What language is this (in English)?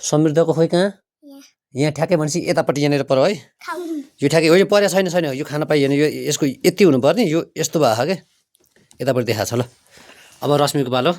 Nepali